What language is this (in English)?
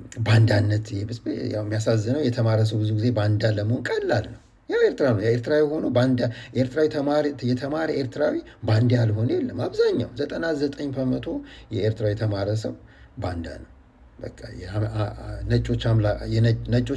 Amharic